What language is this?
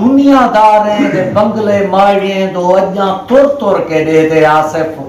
Saraiki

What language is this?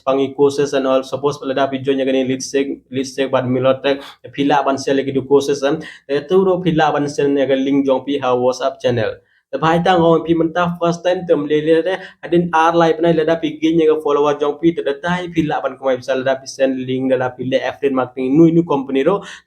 Khasi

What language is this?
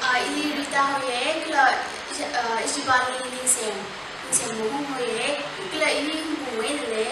Tangkhul Naga (India)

